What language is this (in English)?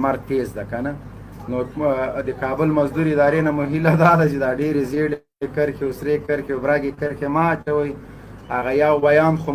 Pashto